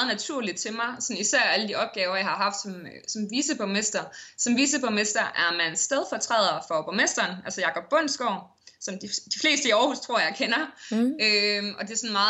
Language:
Danish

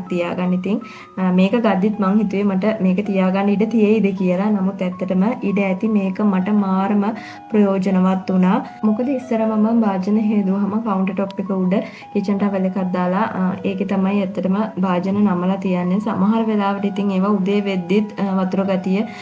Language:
Sinhala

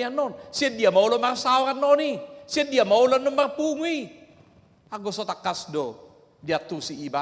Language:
Batak Toba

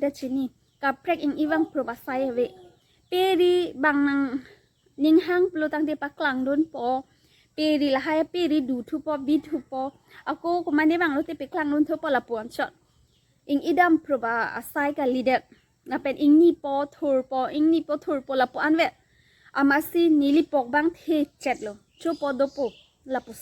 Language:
Karbi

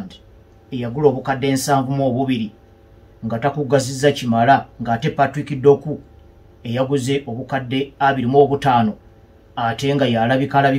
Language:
Ganda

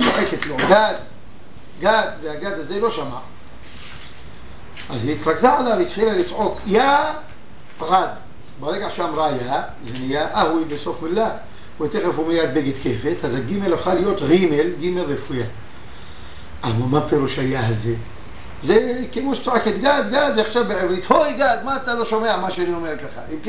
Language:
Hebrew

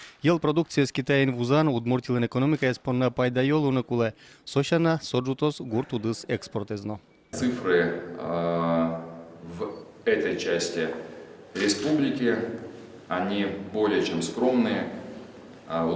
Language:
Udmurt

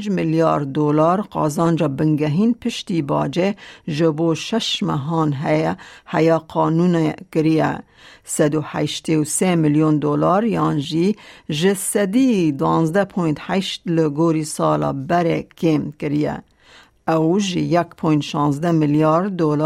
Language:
Kurdish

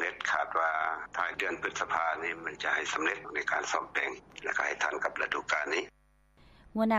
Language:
Lao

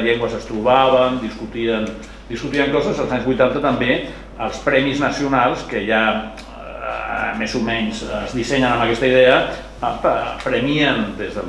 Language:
Catalan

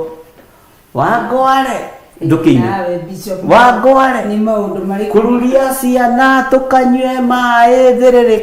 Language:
Kikuyu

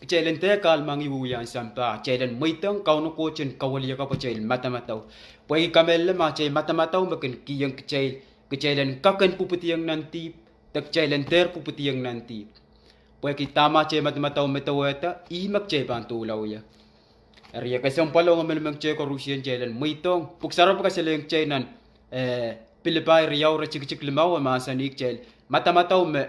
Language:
Pohnpeian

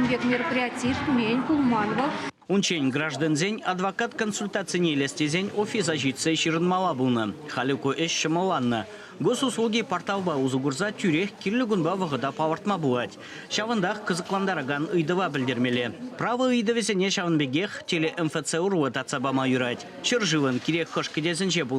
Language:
Chuvash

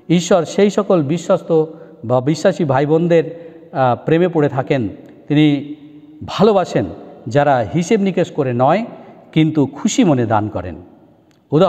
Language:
Bangla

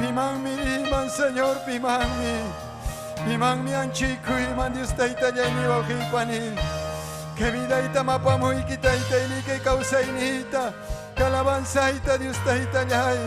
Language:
Ayacucho Quechua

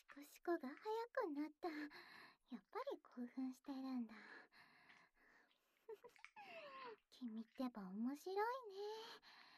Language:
Japanese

